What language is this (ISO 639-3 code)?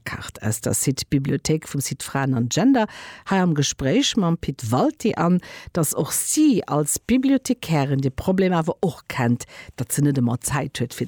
ltz